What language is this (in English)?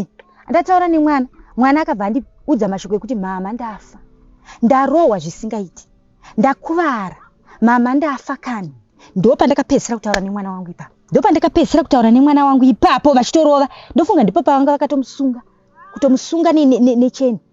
Shona